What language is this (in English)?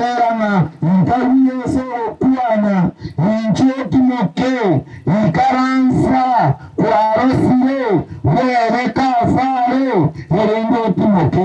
Gusii